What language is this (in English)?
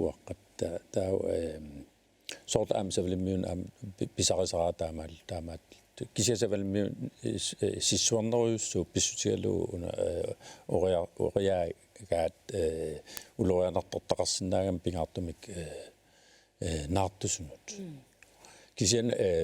Kalaallisut